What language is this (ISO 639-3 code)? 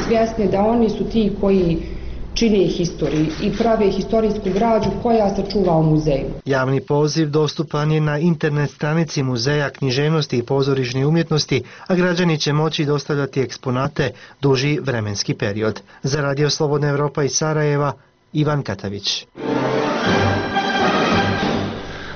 bos